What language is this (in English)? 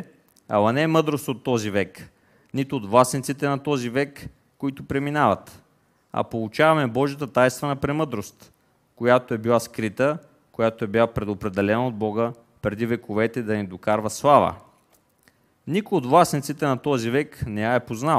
Bulgarian